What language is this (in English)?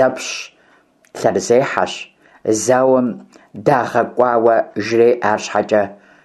Kabardian